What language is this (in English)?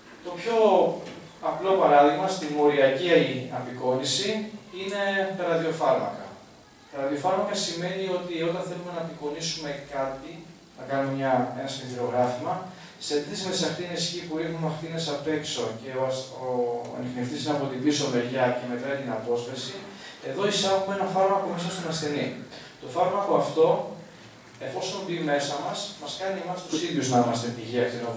Greek